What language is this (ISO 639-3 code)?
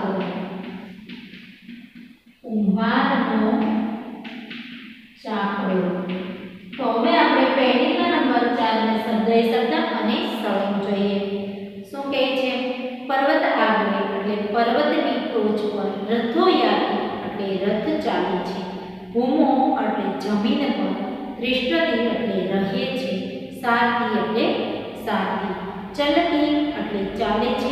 guj